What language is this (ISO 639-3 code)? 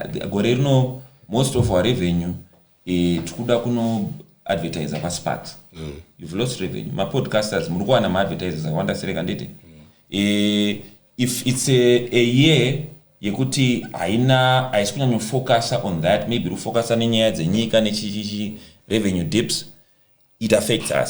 sna